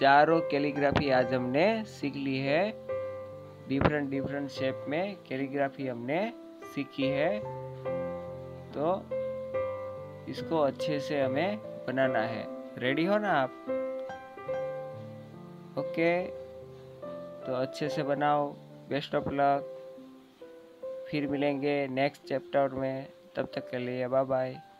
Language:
Hindi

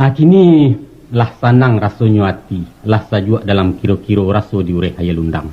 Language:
Minangkabau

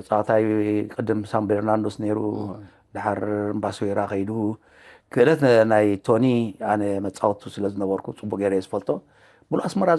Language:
Tigrinya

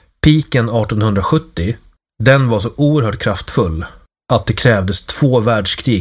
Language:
Swedish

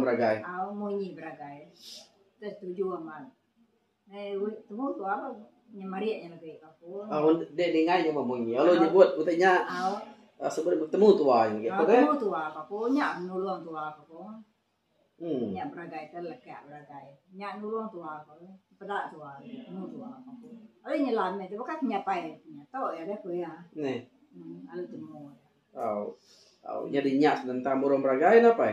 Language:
Iban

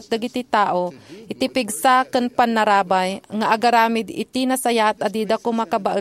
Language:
Iloko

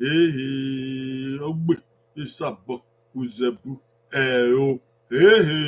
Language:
Bini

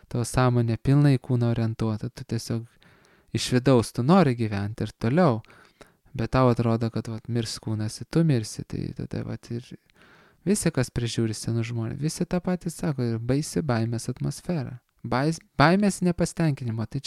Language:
Lithuanian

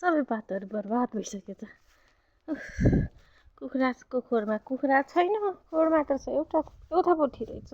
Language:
Nepali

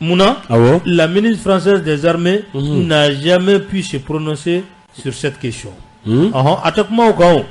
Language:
Bambara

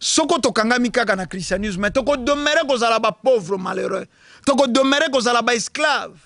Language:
Lingala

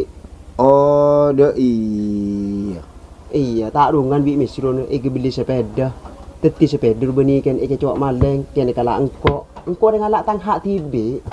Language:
Madurese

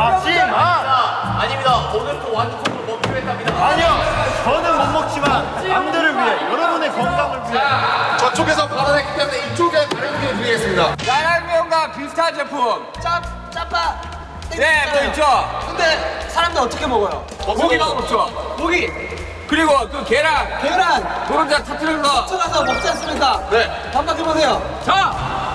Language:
Korean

